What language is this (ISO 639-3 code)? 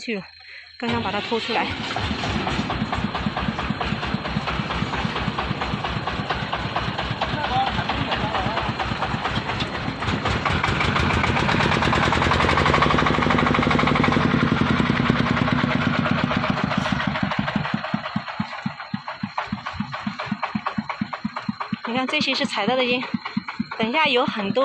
zho